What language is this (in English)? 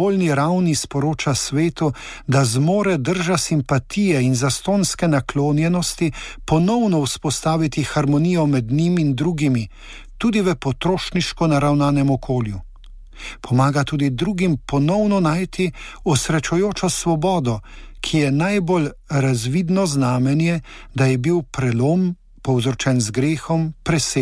Slovenian